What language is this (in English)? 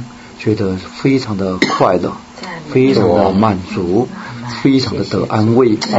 Chinese